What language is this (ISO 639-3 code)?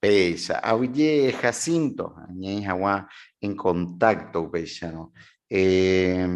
grn